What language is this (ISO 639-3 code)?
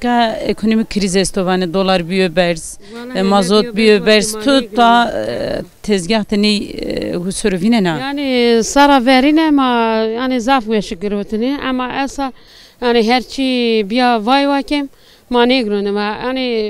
zza